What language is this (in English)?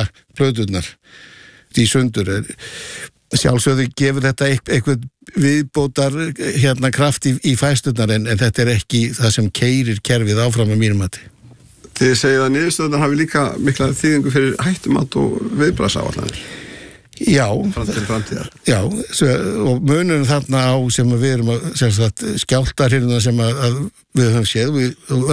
Icelandic